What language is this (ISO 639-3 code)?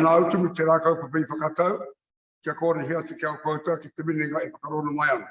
mri